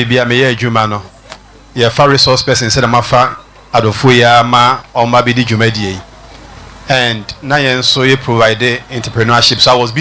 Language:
Akan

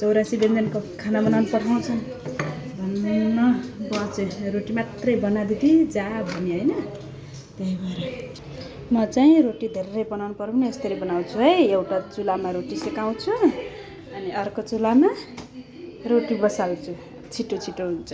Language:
Nepali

